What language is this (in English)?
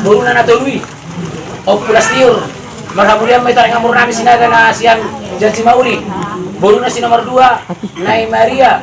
Batak Toba